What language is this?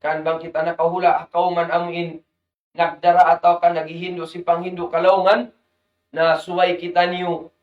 Tausug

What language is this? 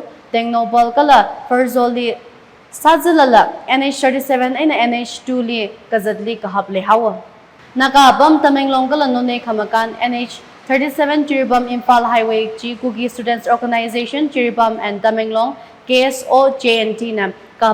Tangkhul Naga (India)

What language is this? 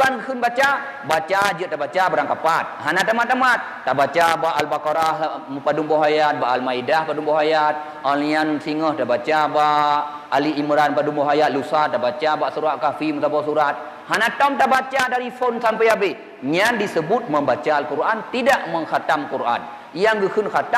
Achinese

